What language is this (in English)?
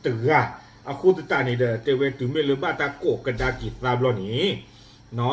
S'gaw Karen